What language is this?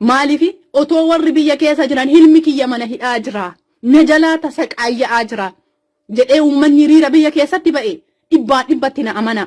Oromo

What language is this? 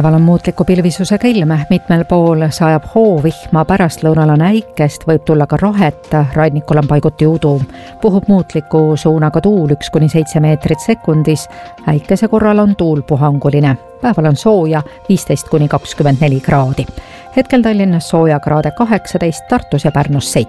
Estonian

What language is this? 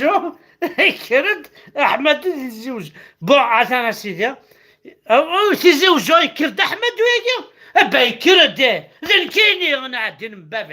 Kabyle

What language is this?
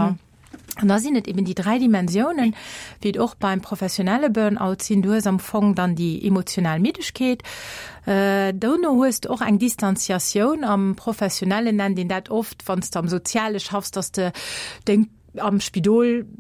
Luxembourgish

